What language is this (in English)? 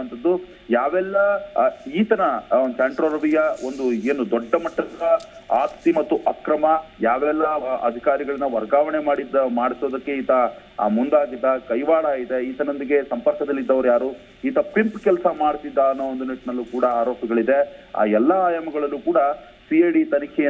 Kannada